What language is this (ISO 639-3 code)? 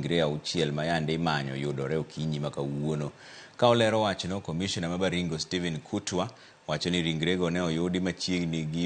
luo